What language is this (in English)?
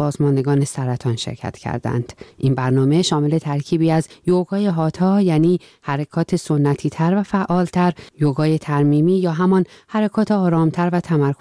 Persian